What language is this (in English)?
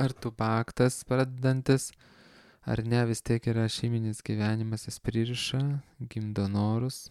Lithuanian